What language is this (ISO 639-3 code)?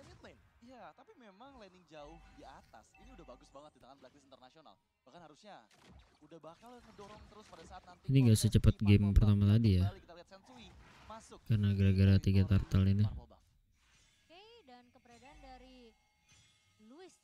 ind